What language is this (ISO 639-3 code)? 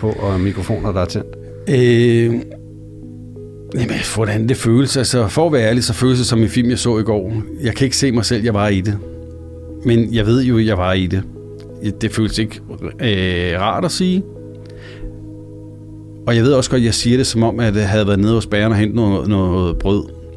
dan